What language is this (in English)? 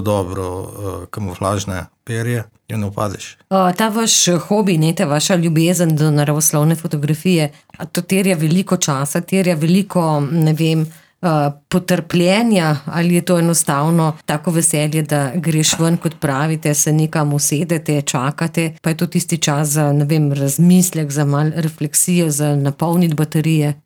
Slovenian